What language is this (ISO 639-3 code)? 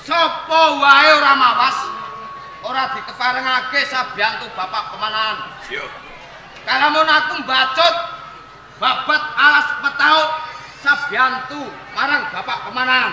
jav